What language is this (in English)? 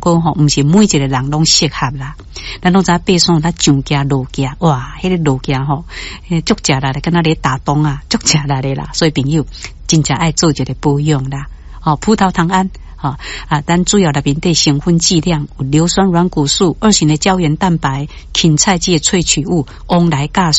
Min Nan Chinese